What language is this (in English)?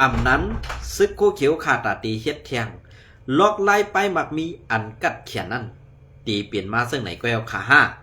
Shan